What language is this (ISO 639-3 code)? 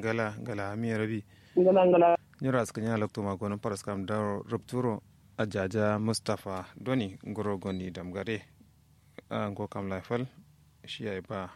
kau